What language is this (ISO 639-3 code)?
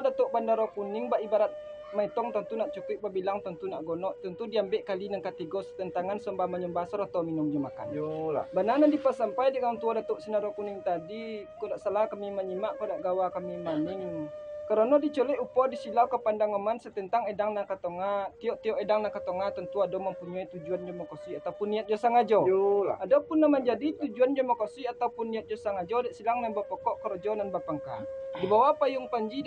min